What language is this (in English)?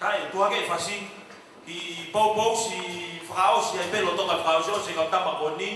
Tongan